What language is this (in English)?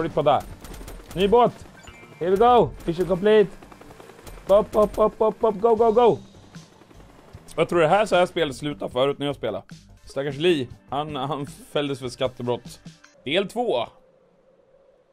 Swedish